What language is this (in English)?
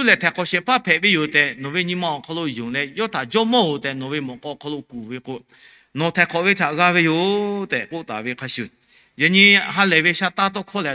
Lahu